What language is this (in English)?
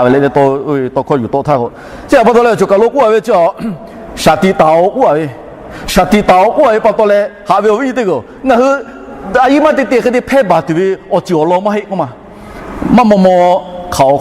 Lahu